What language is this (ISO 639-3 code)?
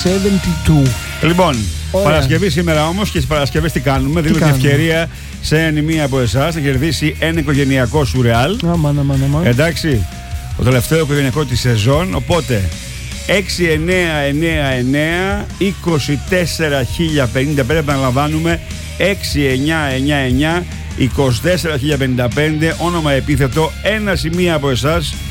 ell